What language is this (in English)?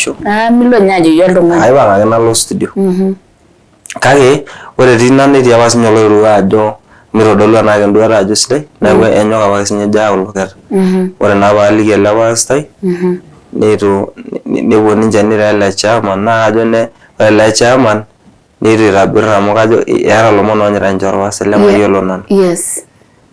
Masai